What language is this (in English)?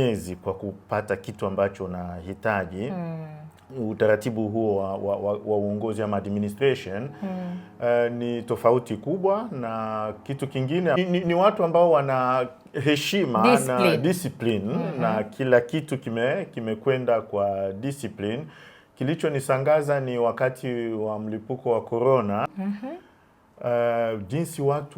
Swahili